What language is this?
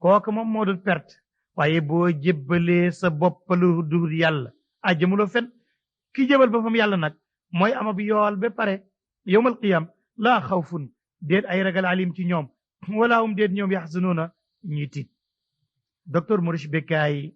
Wolof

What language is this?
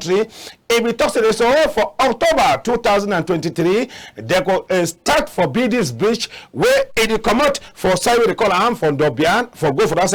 Cameroon Pidgin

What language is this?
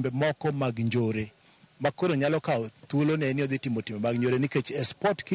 Luo (Kenya and Tanzania)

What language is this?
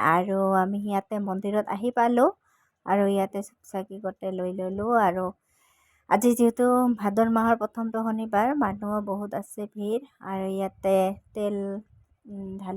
Assamese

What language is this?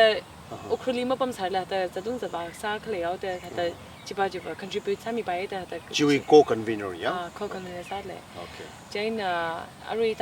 Tangkhul Naga (India)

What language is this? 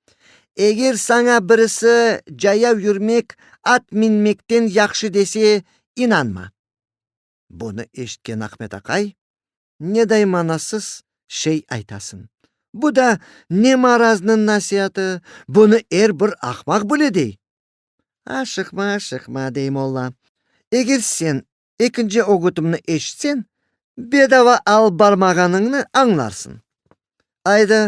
Crimean Tatar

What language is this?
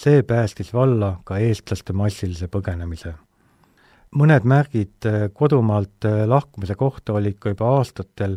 Estonian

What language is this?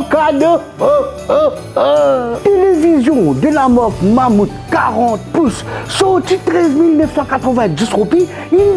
Morisyen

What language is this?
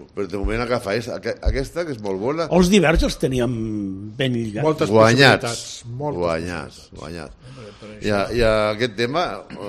Catalan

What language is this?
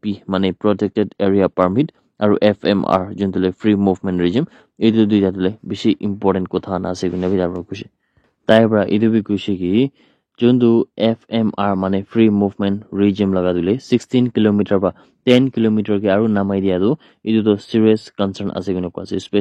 Naga Pidgin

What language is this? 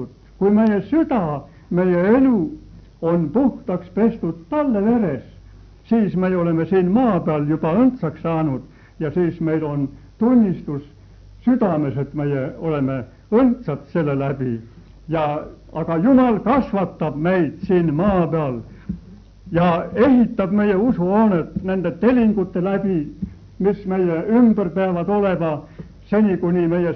Estonian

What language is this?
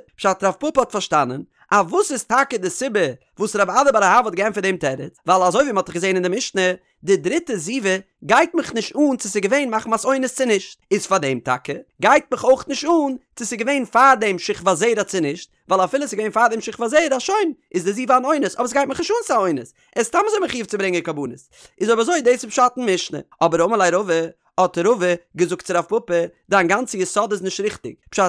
Yiddish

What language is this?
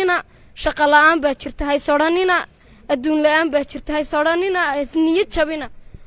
Somali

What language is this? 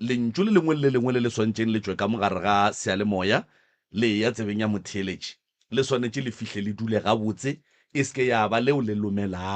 Northern Sotho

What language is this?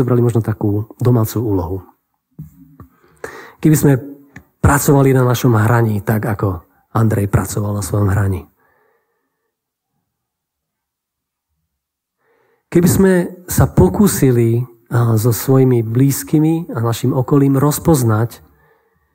Slovak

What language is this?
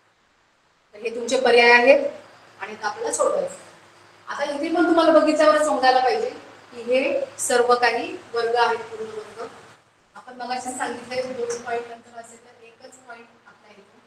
Marathi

